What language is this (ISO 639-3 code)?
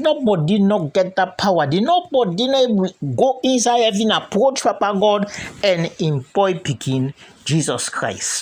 kri